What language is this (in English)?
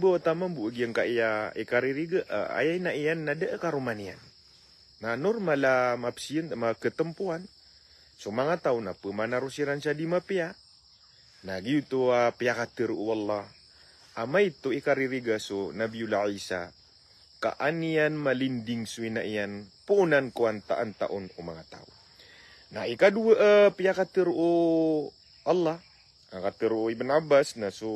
Maranao